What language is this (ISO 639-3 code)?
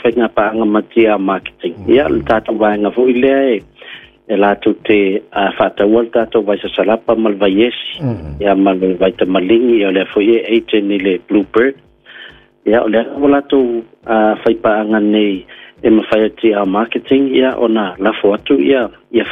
smo